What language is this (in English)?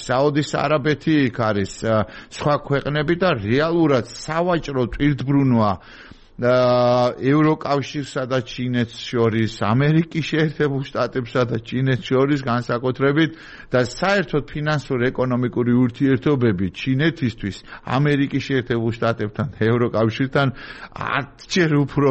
Georgian